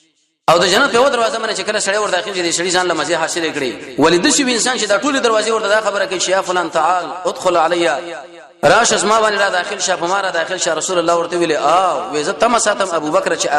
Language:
Pashto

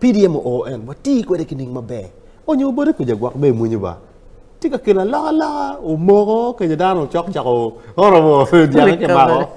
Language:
Acoli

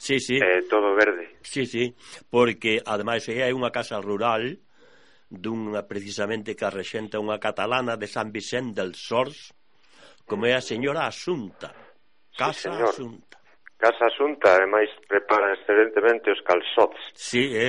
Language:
Galician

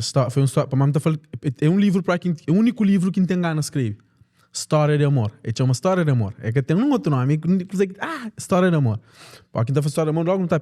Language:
Kabuverdianu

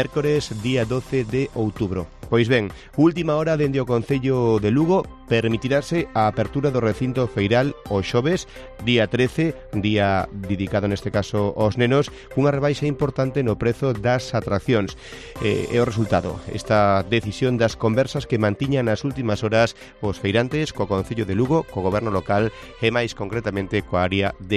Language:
Galician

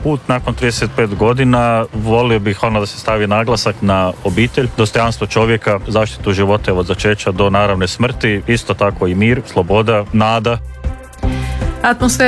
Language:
Croatian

